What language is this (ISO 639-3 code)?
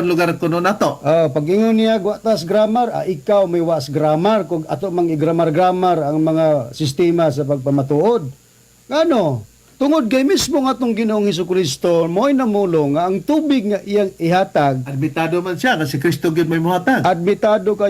ceb